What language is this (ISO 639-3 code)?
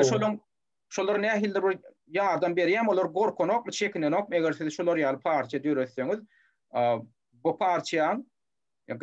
tuk